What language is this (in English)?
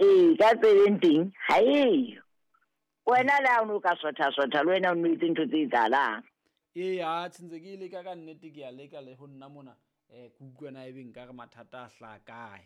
Southern Sotho